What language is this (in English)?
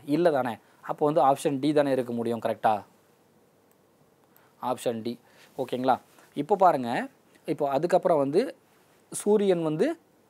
Tamil